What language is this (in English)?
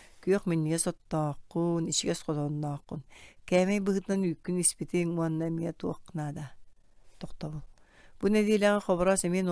Yakut